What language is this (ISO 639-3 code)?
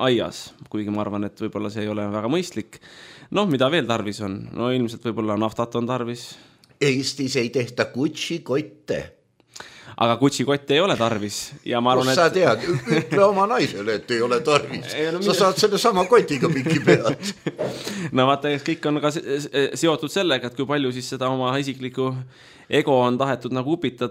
est